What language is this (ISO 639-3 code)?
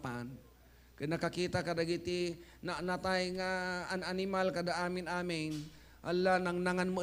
ilo